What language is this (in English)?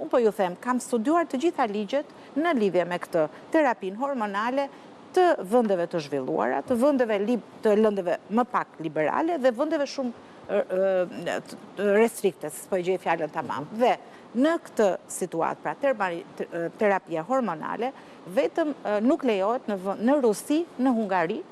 Albanian